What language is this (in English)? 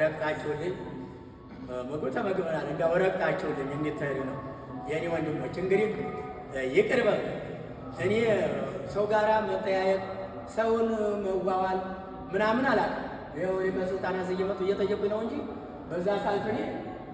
Amharic